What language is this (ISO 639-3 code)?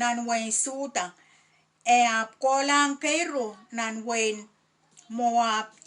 pon